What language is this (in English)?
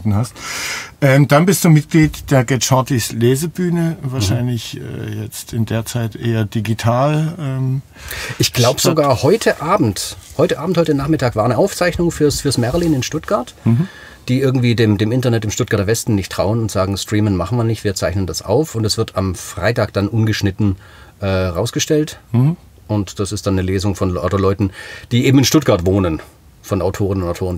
German